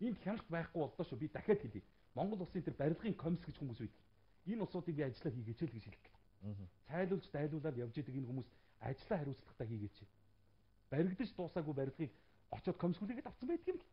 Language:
Mongolian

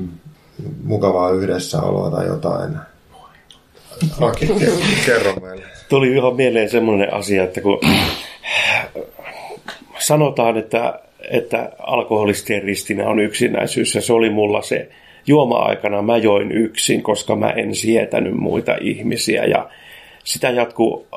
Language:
Finnish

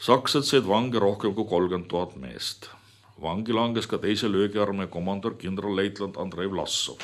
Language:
Estonian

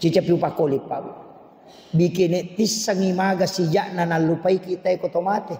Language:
Buginese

